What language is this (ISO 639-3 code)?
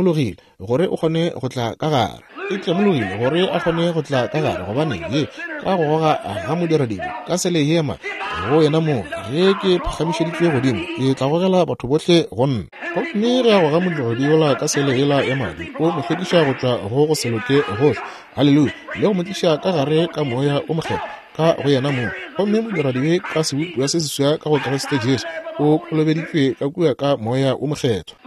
nso